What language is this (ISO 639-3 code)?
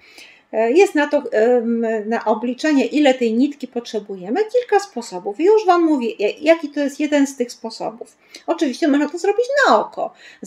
pol